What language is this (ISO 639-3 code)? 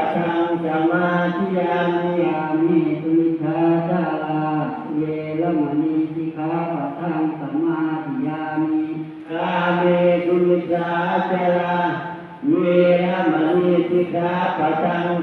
pli